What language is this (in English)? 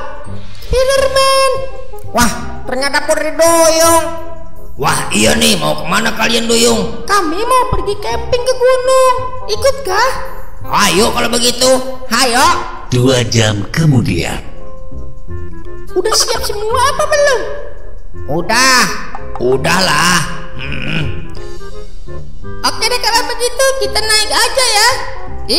Indonesian